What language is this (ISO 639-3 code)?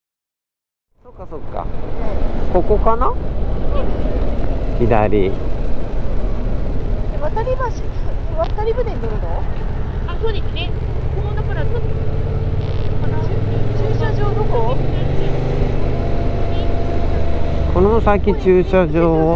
jpn